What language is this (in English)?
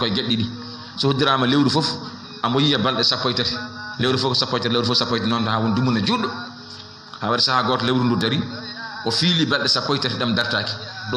Fula